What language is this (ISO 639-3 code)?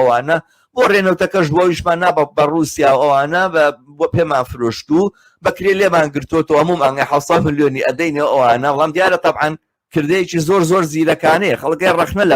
ckb